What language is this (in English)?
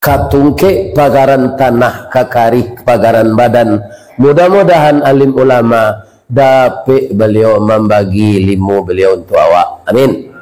Minangkabau